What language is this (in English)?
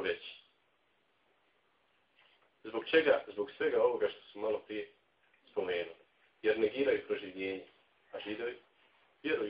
Bosnian